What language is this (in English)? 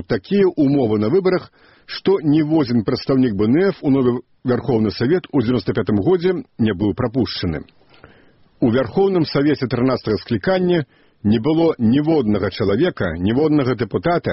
Belarusian